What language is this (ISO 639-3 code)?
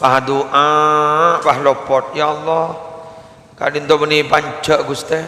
mad